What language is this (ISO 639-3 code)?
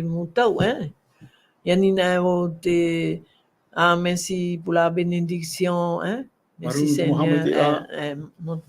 tah